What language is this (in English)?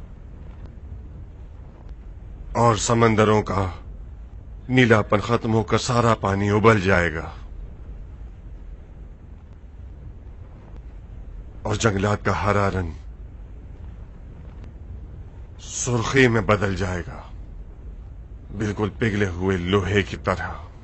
Urdu